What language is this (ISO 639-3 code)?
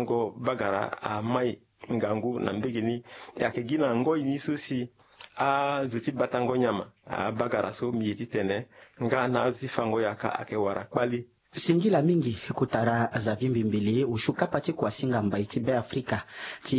sag